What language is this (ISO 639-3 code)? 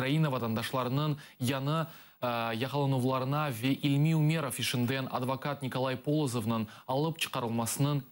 crh